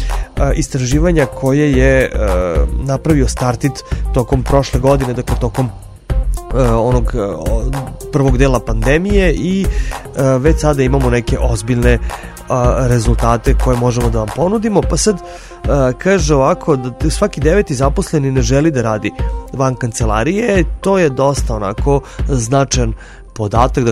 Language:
Serbian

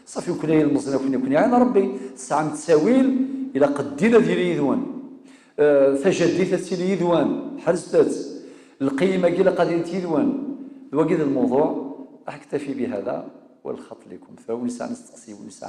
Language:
Kabyle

